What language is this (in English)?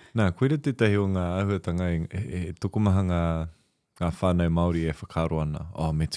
Māori